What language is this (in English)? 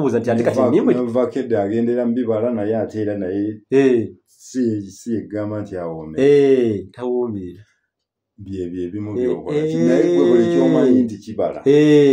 Ganda